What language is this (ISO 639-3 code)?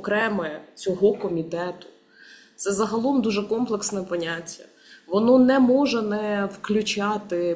ukr